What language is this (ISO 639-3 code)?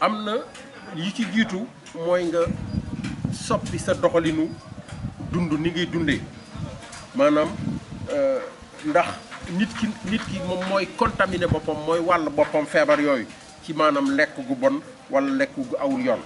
wol